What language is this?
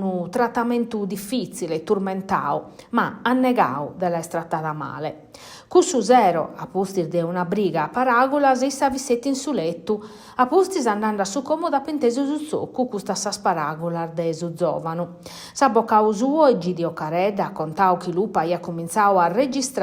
Sardinian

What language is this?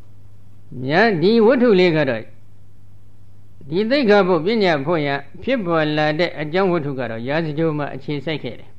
Burmese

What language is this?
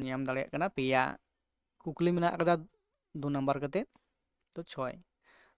Santali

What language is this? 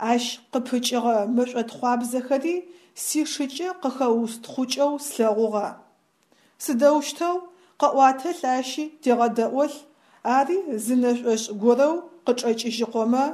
Adyghe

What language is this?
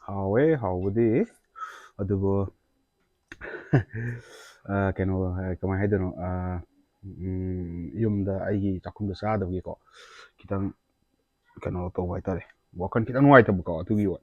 Manipuri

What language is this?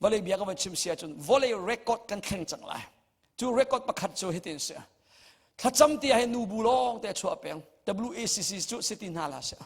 Hakha Chin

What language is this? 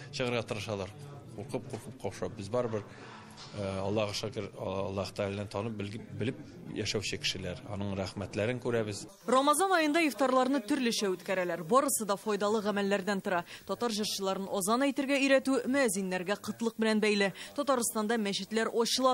Tatar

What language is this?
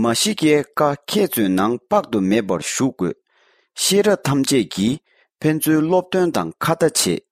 Tibetan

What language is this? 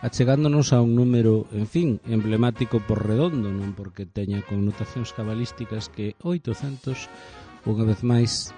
Galician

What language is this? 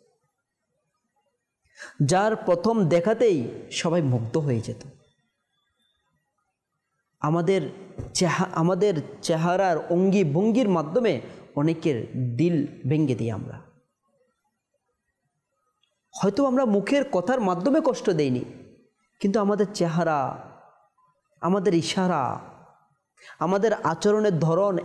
Bangla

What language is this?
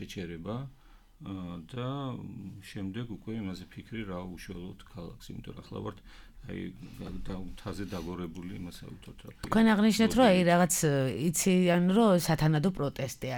Georgian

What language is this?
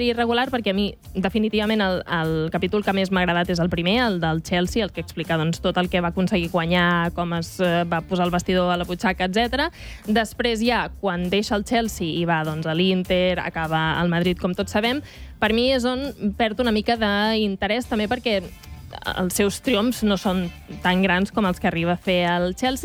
Catalan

